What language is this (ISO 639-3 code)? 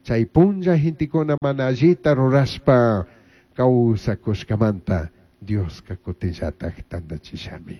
qug